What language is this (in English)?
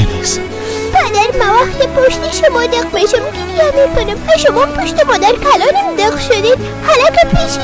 Persian